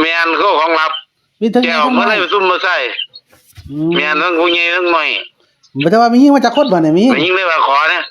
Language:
Northeastern Thai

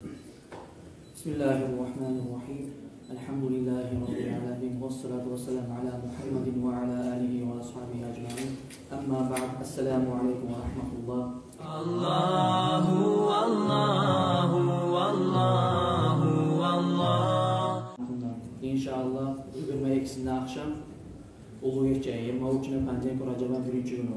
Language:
Kumyk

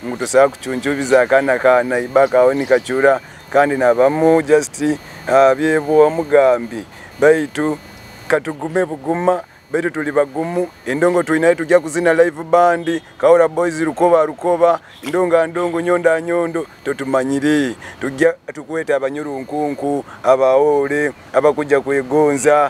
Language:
Nyoro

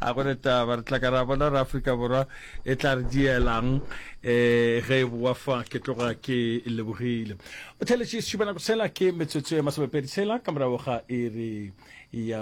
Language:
Northern Sotho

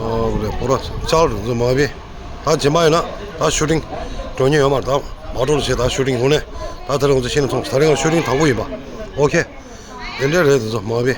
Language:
Tibetan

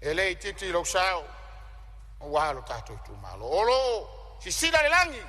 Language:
Samoan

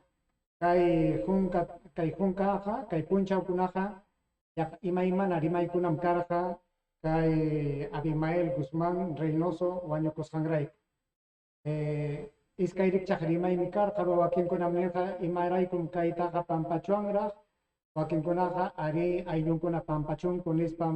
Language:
Ayacucho Quechua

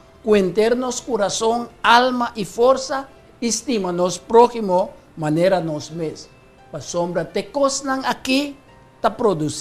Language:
Papiamento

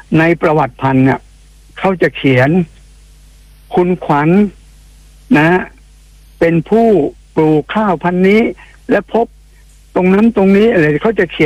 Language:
Thai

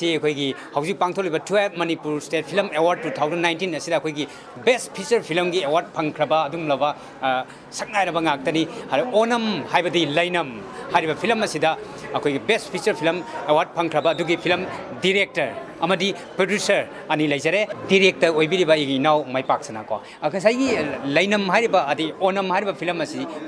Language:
Manipuri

